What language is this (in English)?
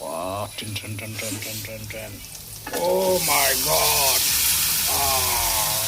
Karbi